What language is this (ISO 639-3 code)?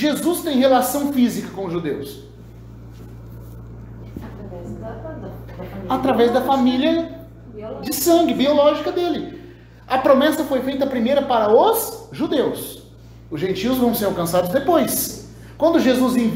por